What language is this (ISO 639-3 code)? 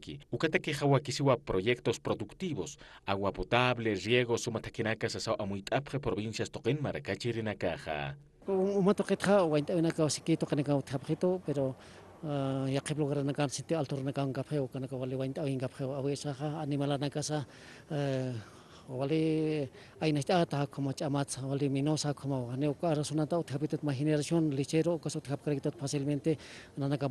aym